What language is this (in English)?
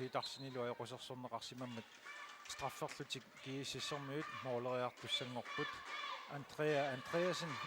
Kalaallisut